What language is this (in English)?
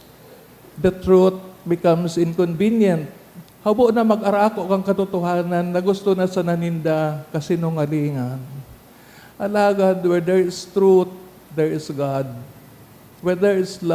Bikol